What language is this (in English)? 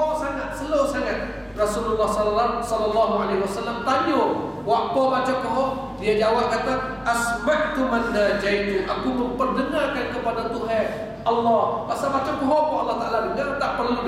Malay